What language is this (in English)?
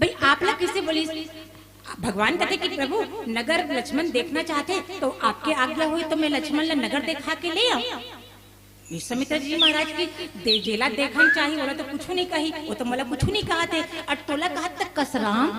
Chhattisgarhi